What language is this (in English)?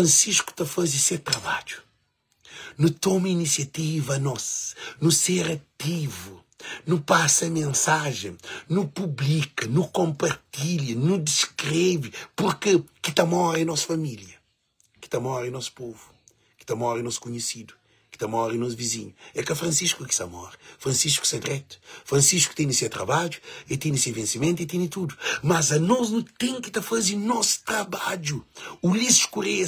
Kabuverdianu